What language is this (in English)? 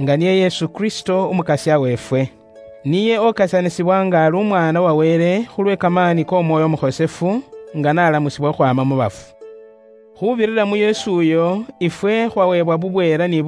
Luyia